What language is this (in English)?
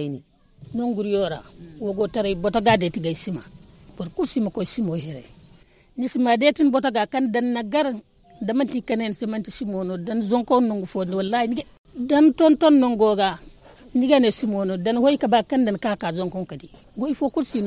Zarma